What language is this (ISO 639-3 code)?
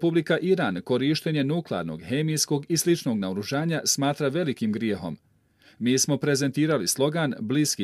bos